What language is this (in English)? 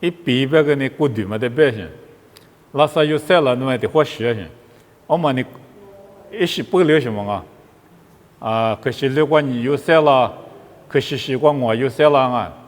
Lisu